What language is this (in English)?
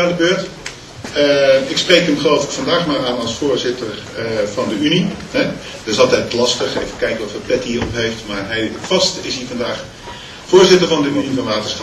Dutch